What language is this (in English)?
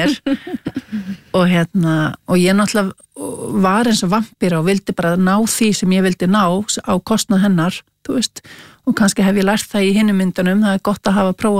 Icelandic